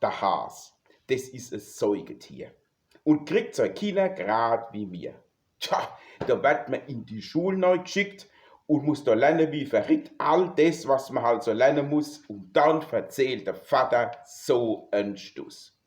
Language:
Palatine German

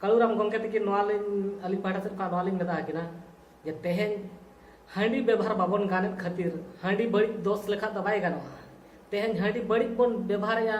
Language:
Santali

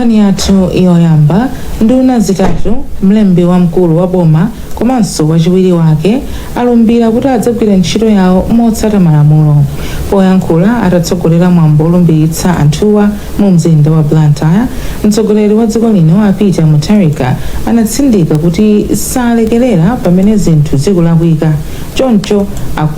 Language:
Nyanja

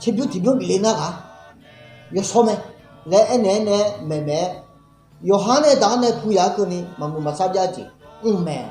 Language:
Akha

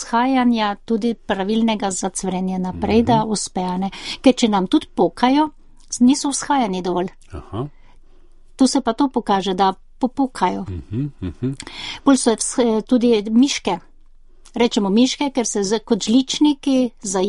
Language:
Slovenian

